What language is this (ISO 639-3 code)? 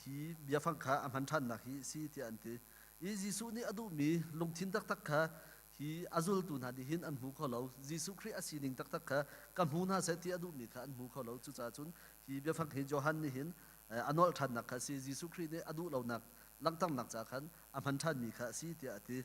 cnh